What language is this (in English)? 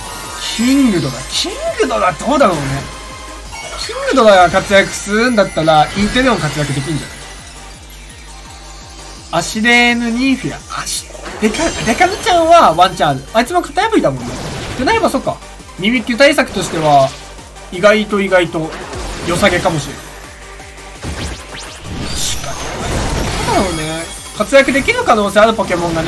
Japanese